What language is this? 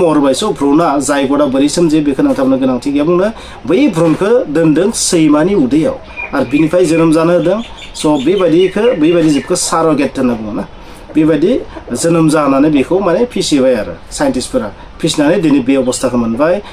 Bodo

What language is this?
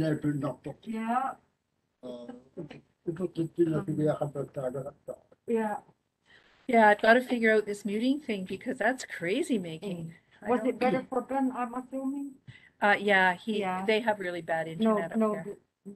Māori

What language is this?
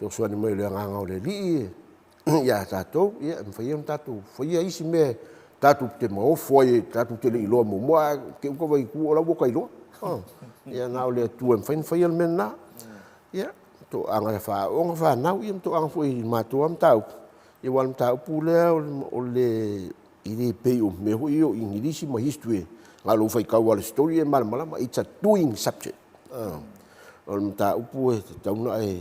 Samoan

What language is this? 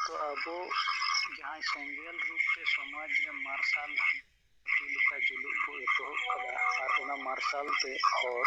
Santali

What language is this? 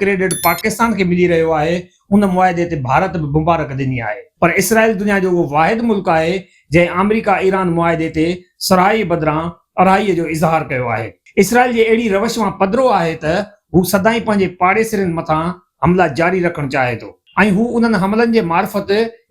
Sindhi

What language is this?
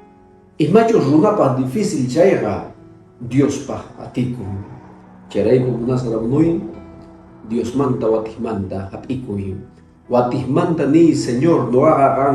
Quechua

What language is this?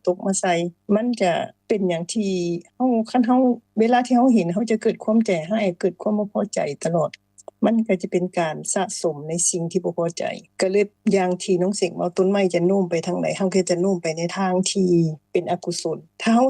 Lao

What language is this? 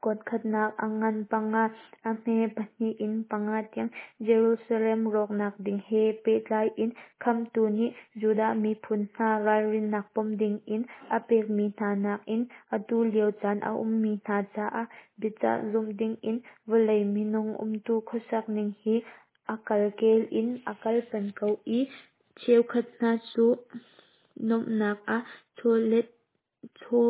Hakha Chin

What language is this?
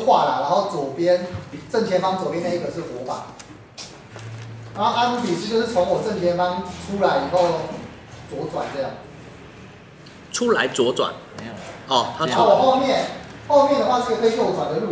Chinese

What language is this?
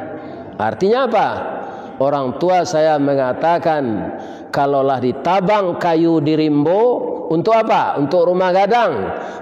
Minangkabau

